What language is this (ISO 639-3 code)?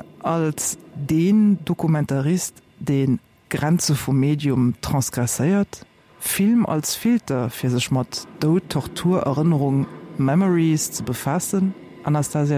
ltz